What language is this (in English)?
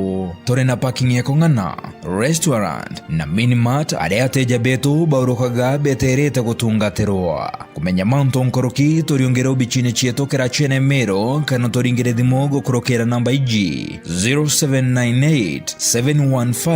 Meru